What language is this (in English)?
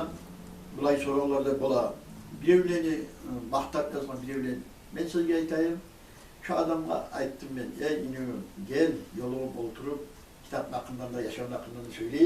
Kumyk